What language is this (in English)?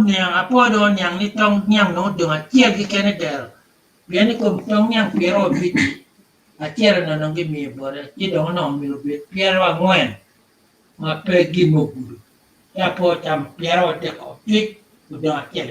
Acoli